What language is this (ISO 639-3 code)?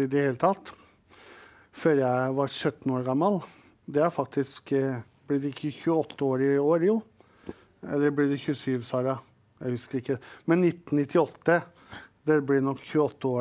nor